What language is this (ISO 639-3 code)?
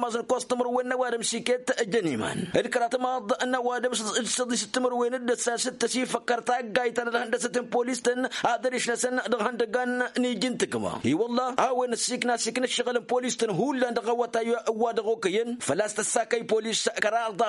taq